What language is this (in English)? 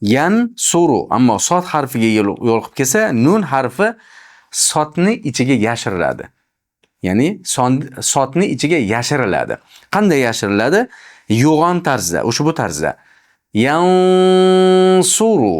Uzbek